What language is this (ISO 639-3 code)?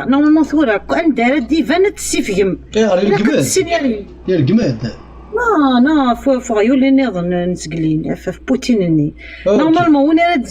kab